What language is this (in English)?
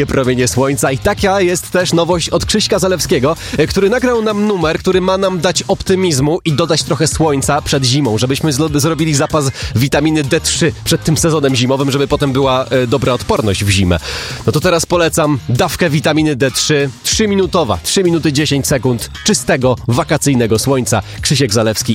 Polish